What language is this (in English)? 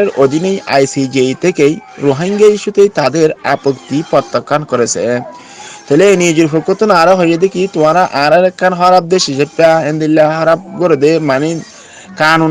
Rohingya